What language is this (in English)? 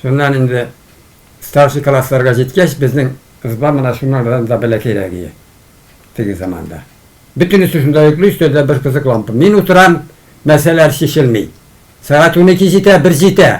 Tatar